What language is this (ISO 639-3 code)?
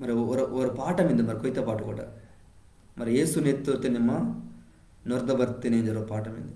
kff